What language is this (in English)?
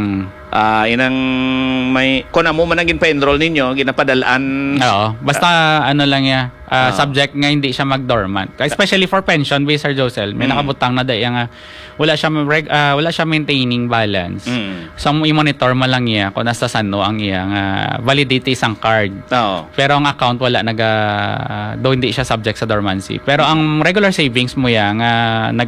Hiligaynon